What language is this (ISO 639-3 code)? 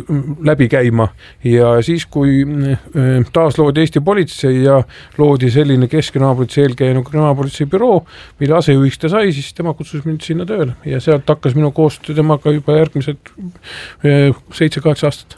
est